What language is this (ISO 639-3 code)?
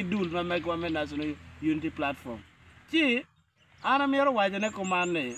ach